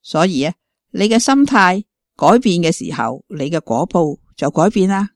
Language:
Cantonese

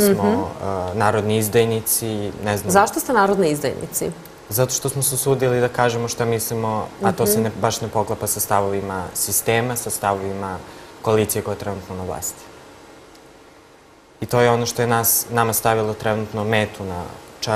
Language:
Serbian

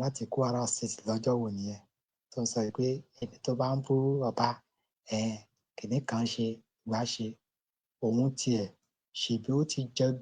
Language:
Yoruba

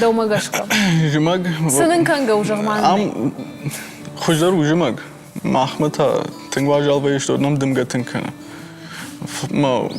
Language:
Ossetic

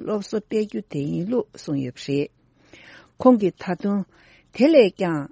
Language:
Tibetan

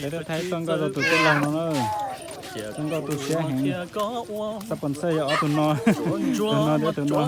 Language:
Hmong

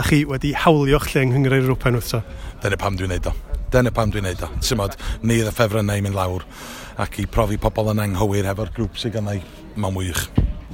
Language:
Welsh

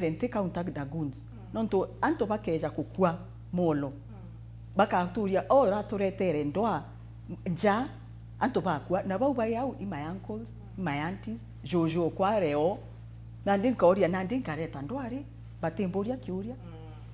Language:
Meru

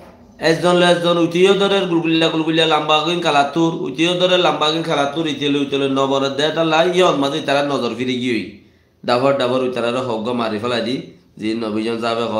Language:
Rohingya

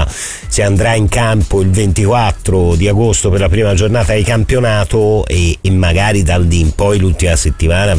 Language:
Italian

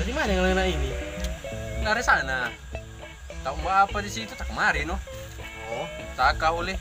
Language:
Manado Malay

